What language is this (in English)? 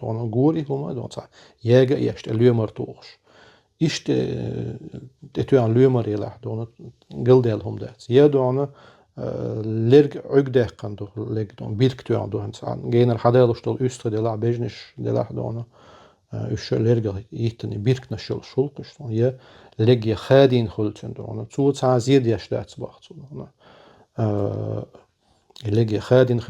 Chechen